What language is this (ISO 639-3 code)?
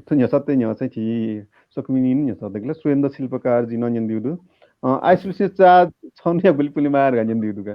new